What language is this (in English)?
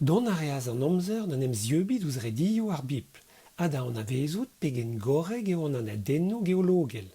Breton